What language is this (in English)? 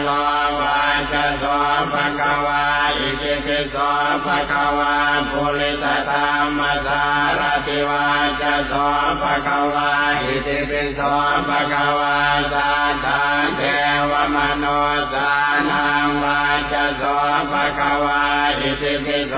Pali